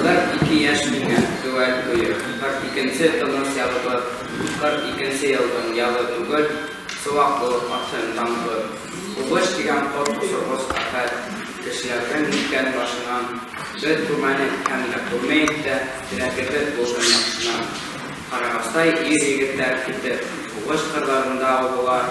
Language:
Bashkir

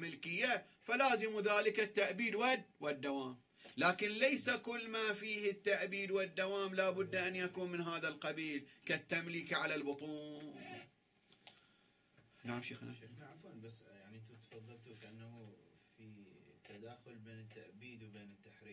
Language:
Arabic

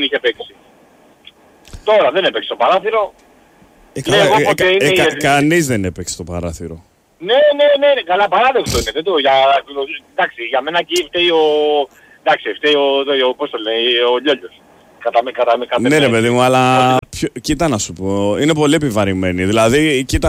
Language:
Greek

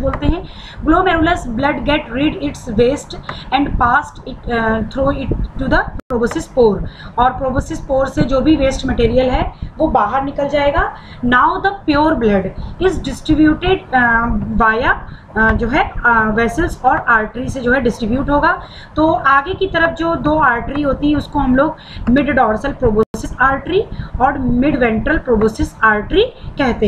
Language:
Hindi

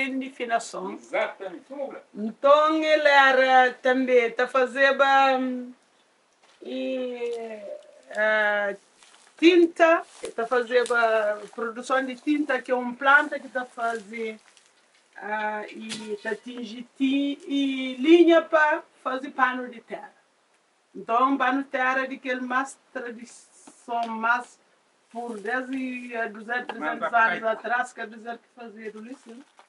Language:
Kabuverdianu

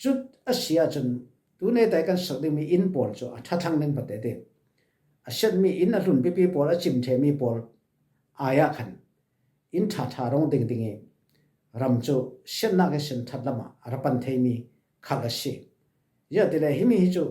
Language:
Falam Chin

